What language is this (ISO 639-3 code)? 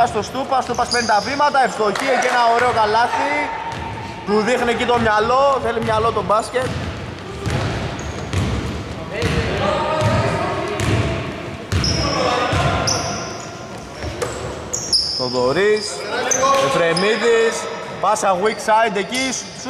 ell